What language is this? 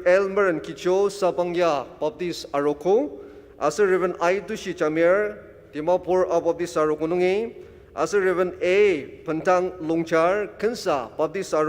Ao Naga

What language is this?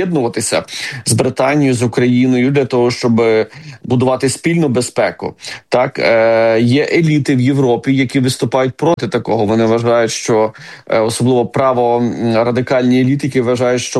Ukrainian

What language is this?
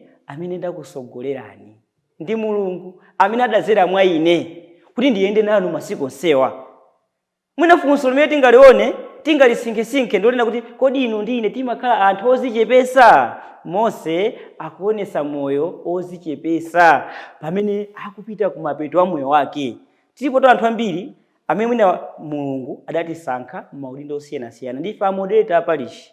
Nyanja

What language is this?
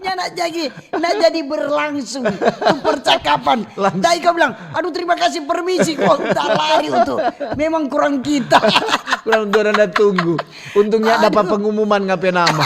Manado Malay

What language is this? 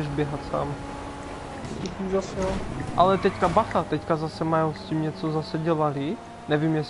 Czech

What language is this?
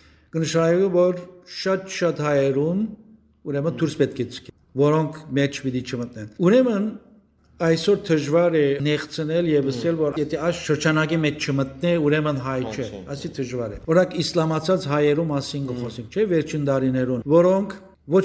Western Armenian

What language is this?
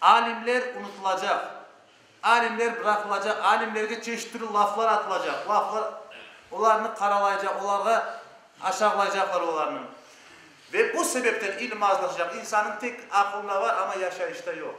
Crimean Tatar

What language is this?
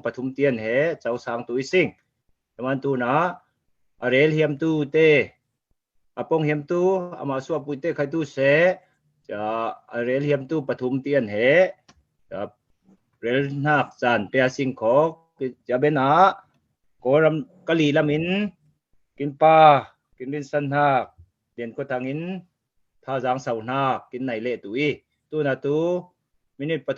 Falam Chin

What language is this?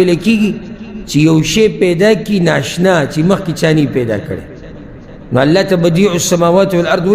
Pashto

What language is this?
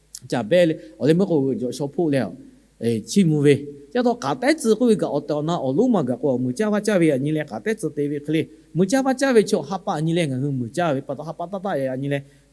Lahu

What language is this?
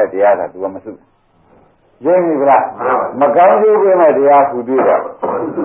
Burmese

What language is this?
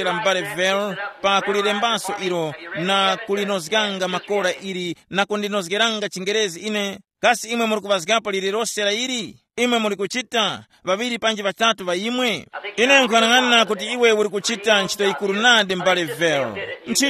Tumbuka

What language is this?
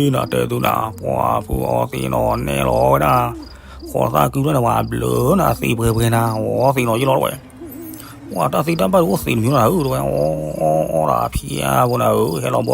S'gaw Karen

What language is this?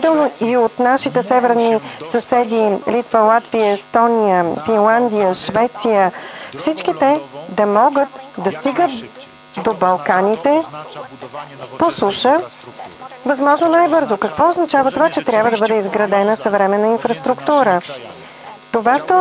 Bulgarian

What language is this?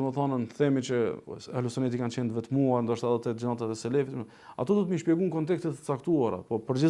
Albanian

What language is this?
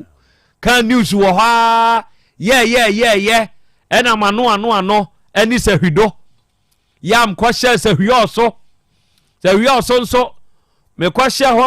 Akan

